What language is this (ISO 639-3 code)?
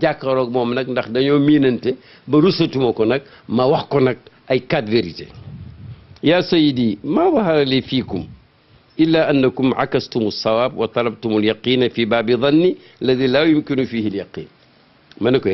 wol